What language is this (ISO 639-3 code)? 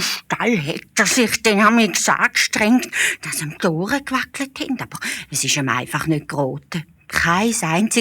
gsw